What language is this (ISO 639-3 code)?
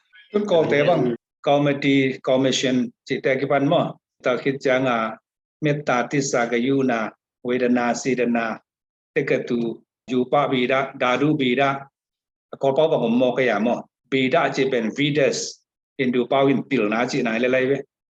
ctd